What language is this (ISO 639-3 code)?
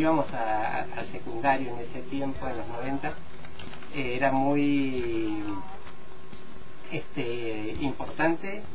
spa